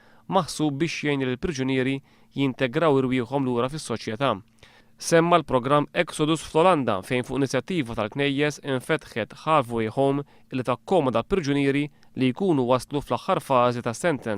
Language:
Maltese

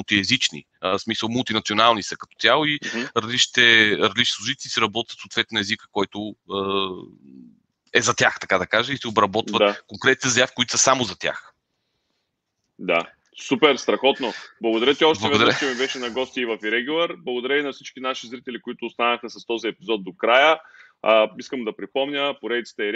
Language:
Bulgarian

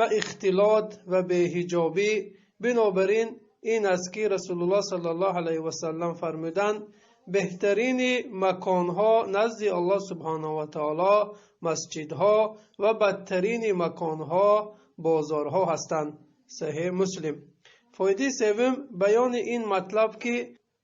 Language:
Tajik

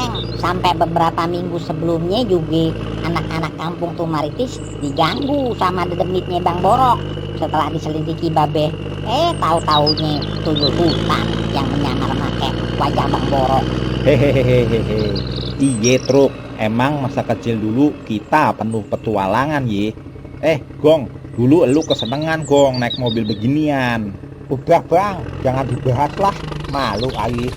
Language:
Betawi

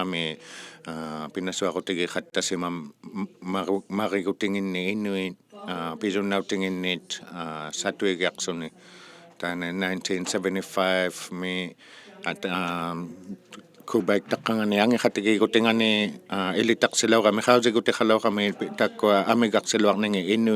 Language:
Inuktitut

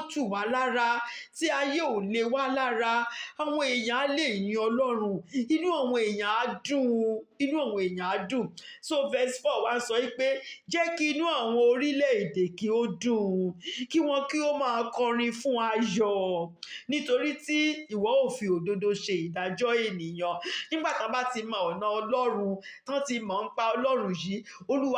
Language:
Yoruba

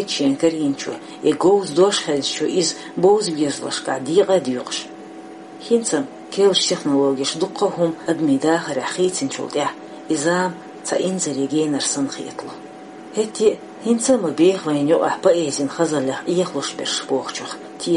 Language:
Chechen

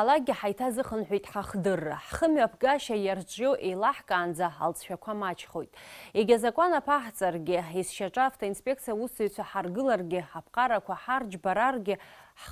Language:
Abkhazian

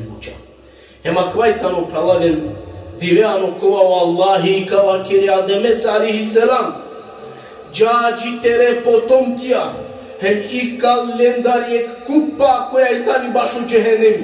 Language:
Balkan Romani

